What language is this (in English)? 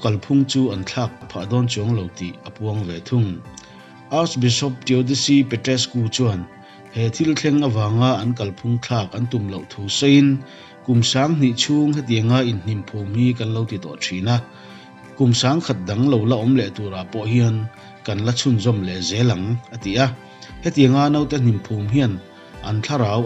Mizo